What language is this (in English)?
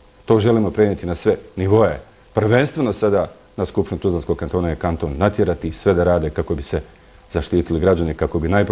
Bosnian